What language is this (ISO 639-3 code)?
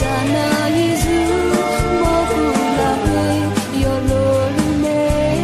ahk